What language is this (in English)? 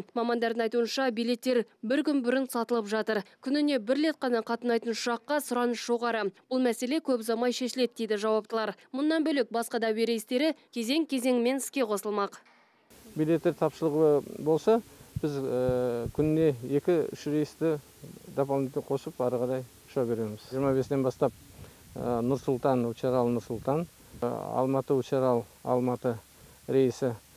Kazakh